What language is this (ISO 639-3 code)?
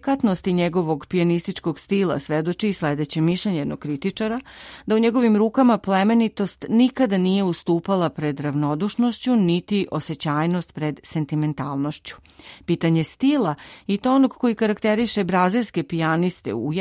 srp